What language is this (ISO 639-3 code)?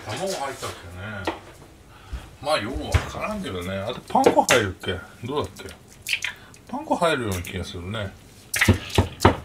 jpn